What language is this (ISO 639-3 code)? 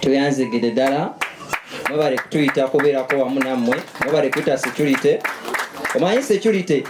lug